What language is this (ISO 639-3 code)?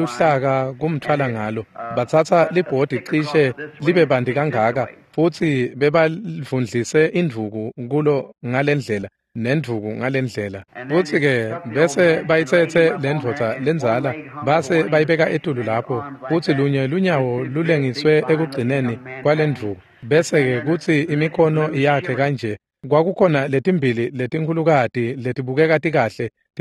ssw